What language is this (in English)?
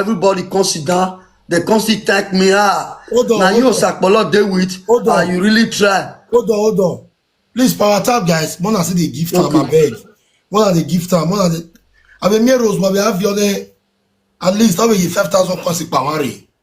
Nigerian Pidgin